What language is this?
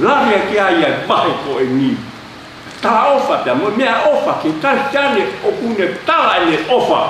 Tongan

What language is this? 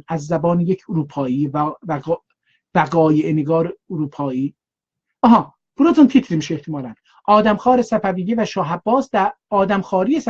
South Azerbaijani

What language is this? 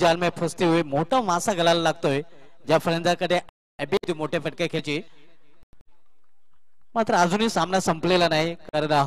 Marathi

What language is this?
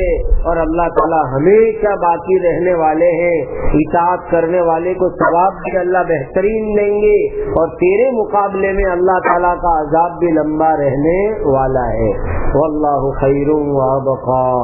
Urdu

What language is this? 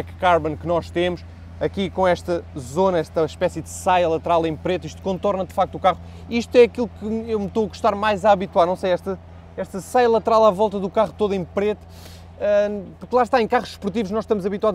Portuguese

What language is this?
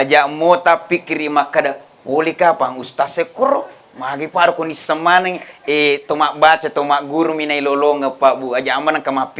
Buginese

